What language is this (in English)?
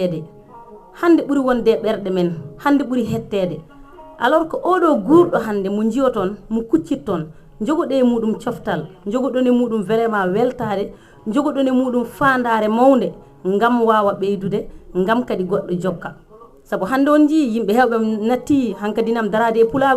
Fula